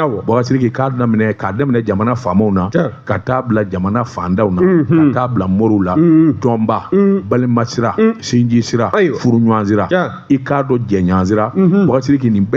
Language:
Bambara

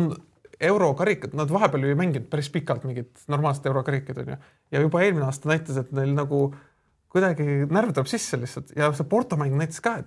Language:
Estonian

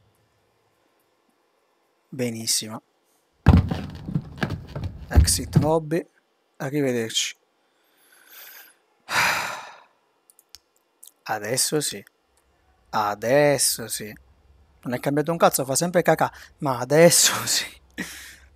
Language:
Italian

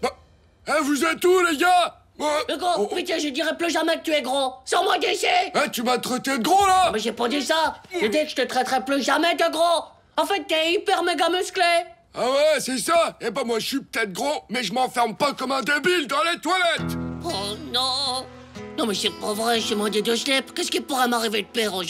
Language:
French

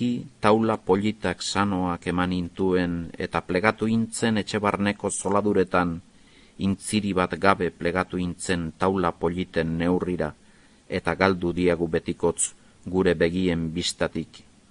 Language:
Basque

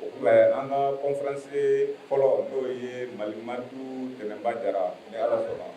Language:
Bambara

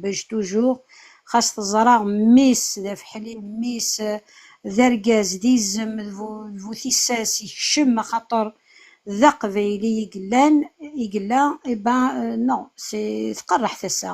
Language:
Kabyle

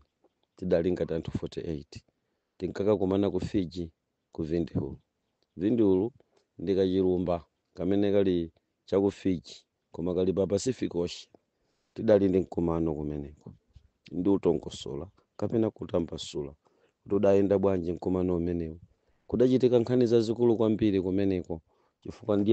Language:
Nyanja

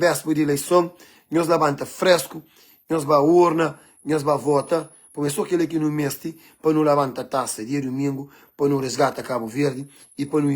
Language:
Kabuverdianu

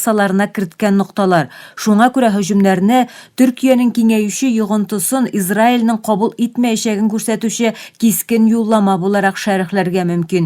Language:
Tatar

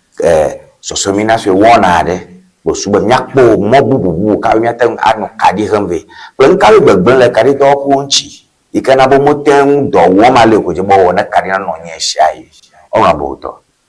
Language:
Ewe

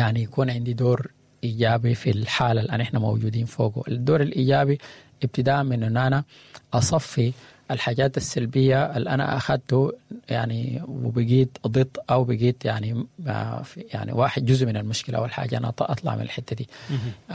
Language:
Sudanese Arabic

